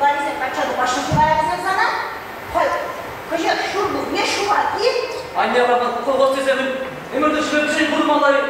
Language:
Chuvash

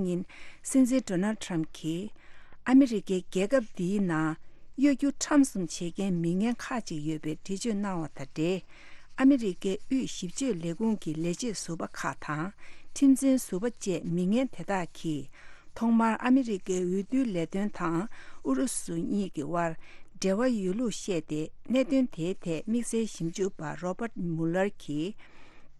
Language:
Tibetan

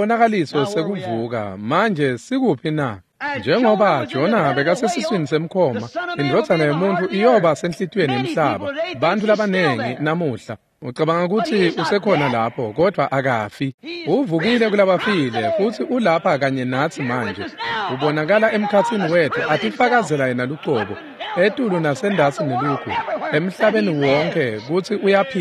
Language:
Swati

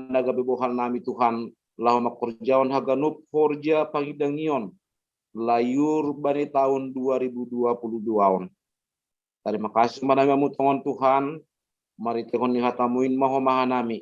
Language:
Batak Simalungun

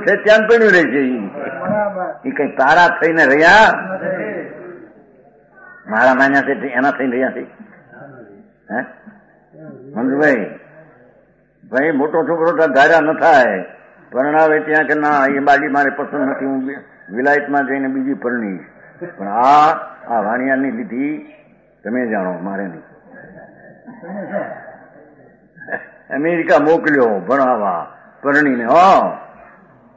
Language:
Gujarati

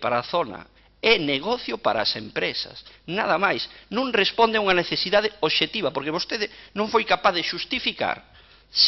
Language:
Galician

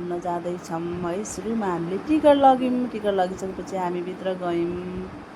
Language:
Nepali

